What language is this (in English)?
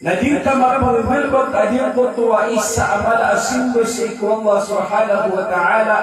Maranao